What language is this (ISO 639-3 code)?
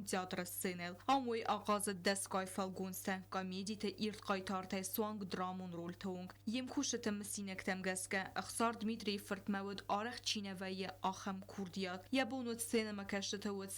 oss